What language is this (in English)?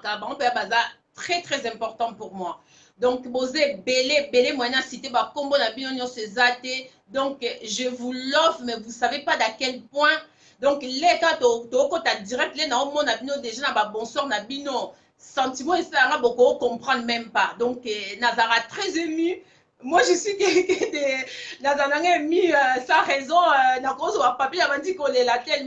Lingala